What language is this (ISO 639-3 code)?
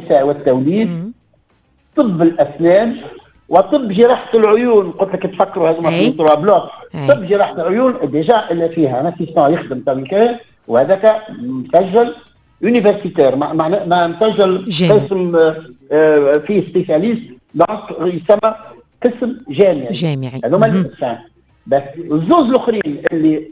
aeb